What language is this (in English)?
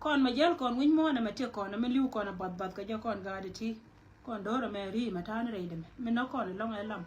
Nuer